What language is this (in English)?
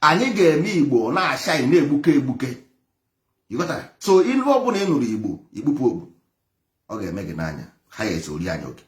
Igbo